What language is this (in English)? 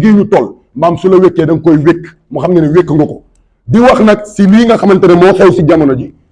Wolof